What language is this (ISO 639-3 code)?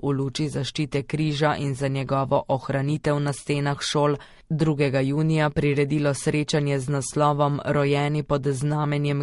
slv